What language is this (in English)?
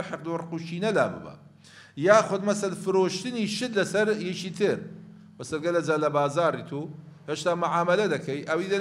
Central Kurdish